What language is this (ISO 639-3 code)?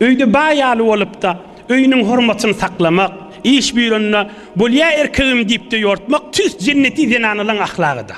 tuk